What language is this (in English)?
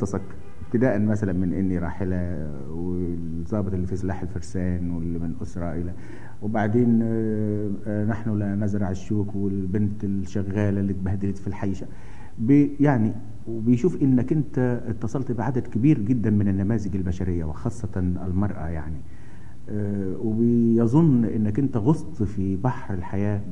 Egyptian Arabic